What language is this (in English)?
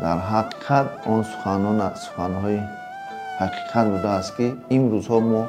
Tajik